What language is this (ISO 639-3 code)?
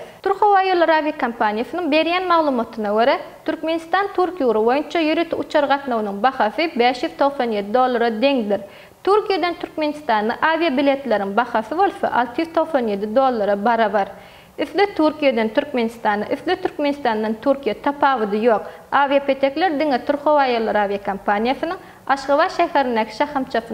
tuk